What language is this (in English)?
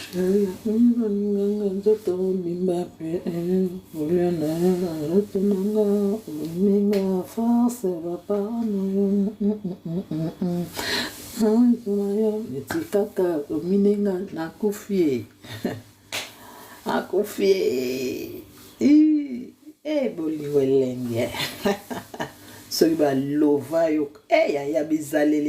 Lingala